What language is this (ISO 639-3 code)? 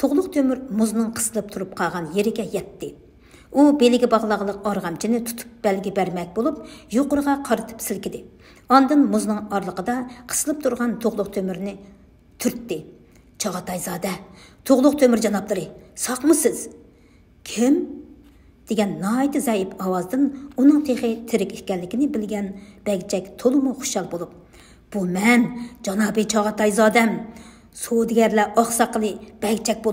uig